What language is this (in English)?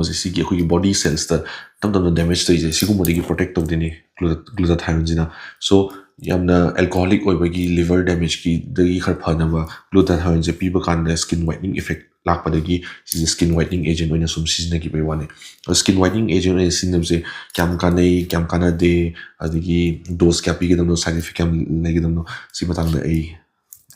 Manipuri